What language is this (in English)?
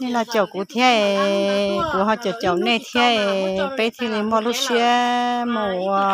Hmong